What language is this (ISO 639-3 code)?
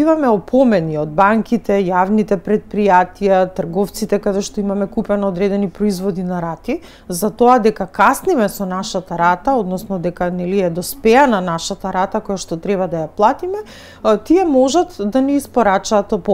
mkd